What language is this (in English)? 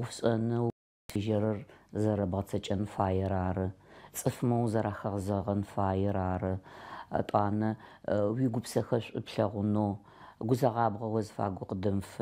Adyghe